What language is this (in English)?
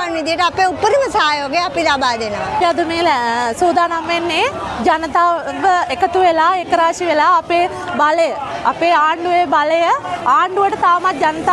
Sinhala